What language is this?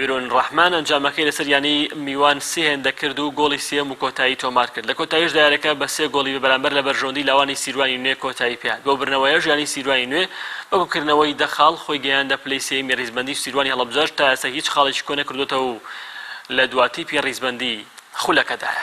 Central Kurdish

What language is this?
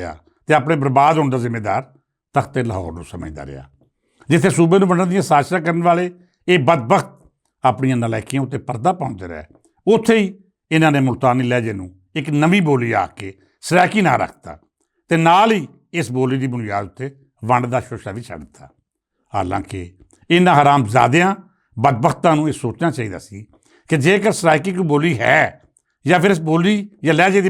Western Panjabi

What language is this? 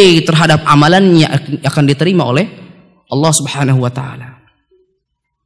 Indonesian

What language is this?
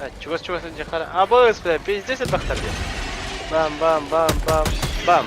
Yakut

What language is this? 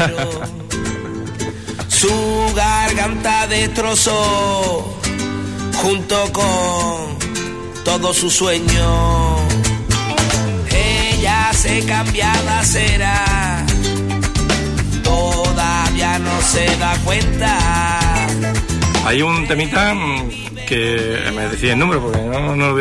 Spanish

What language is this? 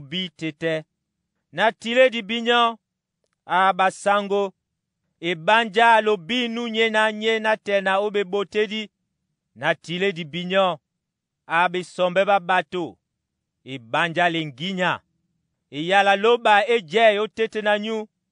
Duala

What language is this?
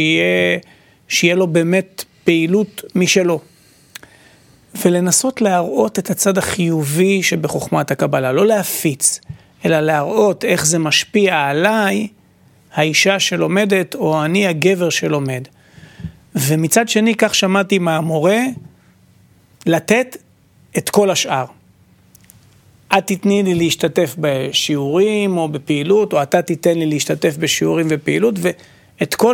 Hebrew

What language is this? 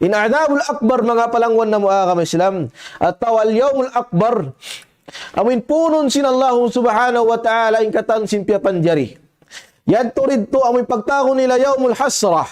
Tausug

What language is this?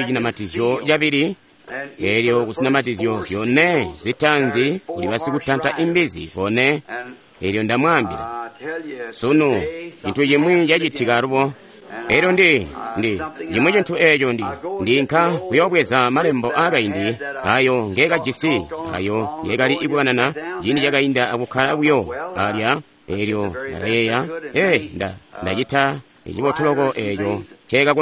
Tonga (Zambia)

